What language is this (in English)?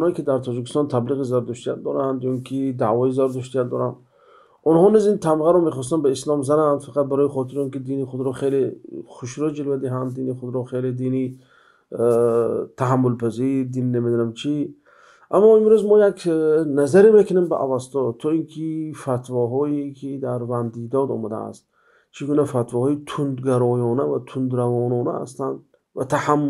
Tajik